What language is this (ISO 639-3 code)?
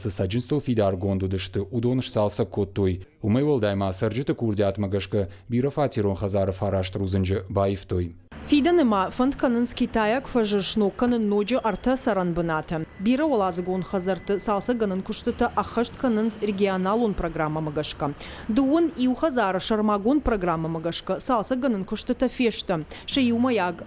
oss